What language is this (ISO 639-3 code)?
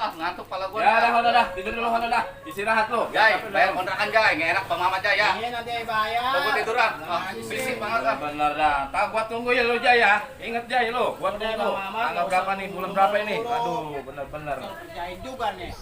bew